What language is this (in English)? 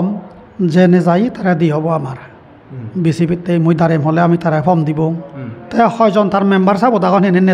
Chakma